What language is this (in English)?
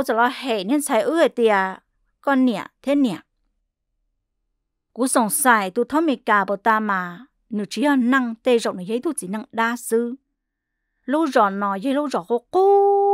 Vietnamese